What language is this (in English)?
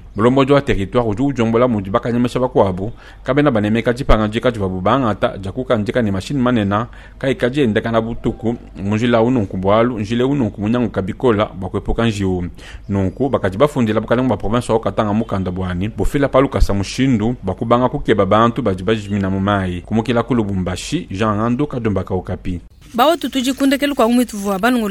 Luba-Lulua